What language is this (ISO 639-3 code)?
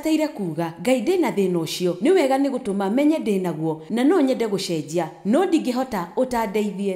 kik